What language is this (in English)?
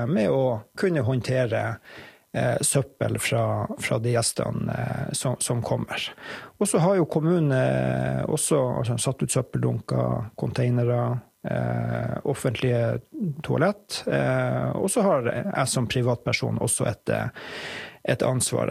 Norwegian